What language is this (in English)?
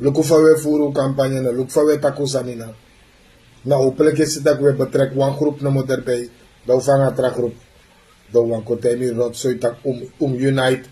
Sranan Tongo